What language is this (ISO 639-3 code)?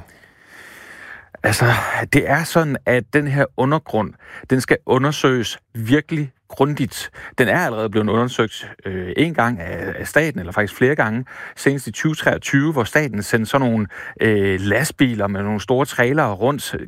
dan